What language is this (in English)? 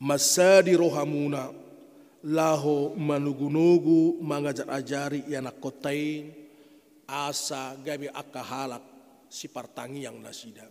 Batak Toba